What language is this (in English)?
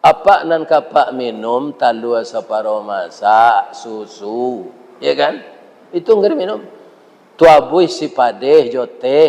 Minangkabau